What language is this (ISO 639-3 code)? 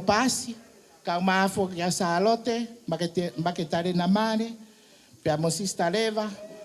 ton